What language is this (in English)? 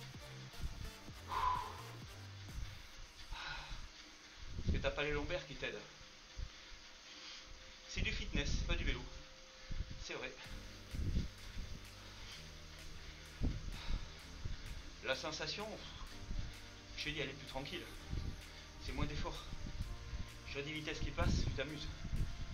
French